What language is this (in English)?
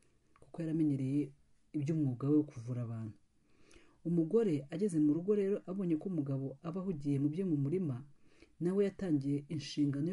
Kinyarwanda